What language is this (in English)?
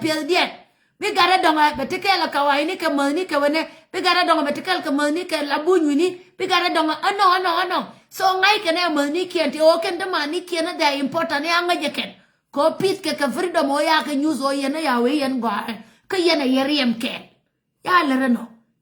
Nuer